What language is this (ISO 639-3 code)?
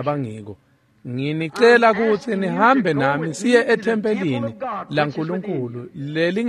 ssw